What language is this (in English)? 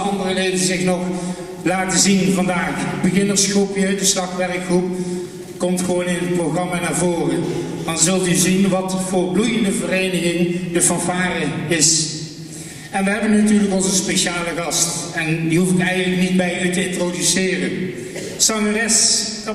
Dutch